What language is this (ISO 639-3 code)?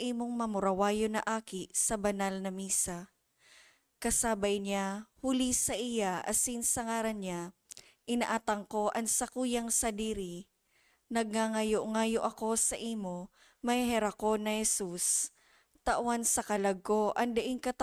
bik